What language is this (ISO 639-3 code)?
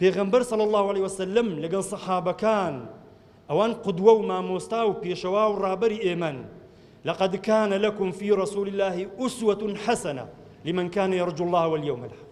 ckb